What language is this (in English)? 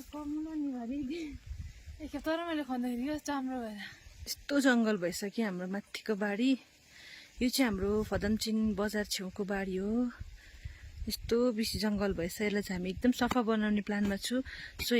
Nepali